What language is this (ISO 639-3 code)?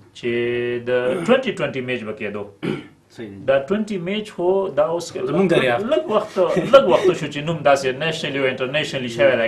pus